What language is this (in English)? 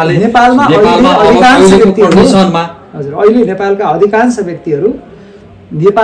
Nepali